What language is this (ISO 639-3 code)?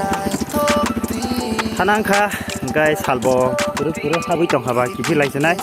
trp